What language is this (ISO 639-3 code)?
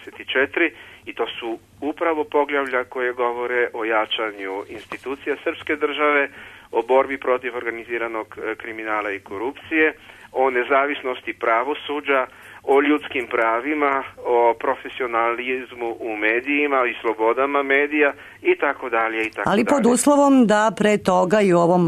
srp